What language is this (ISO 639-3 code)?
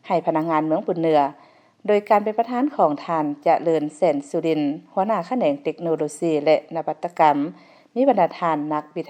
lao